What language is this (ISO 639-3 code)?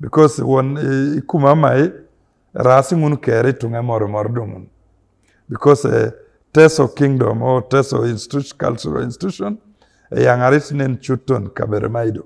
teo